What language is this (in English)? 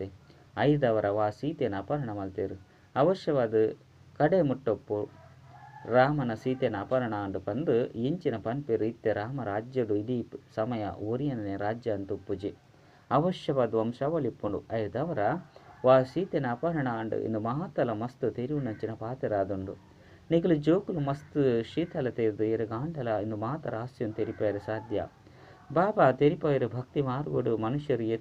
Tulu